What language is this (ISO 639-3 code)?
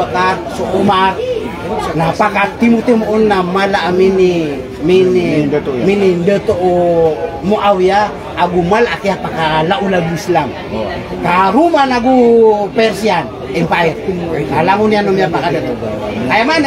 mrw